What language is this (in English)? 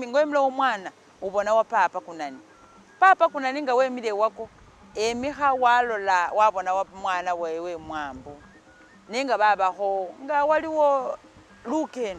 Masaaba